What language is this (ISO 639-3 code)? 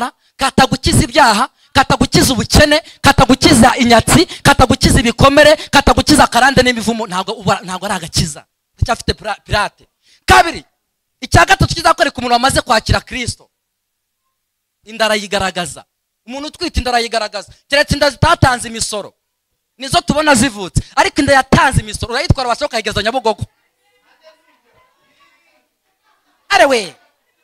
kin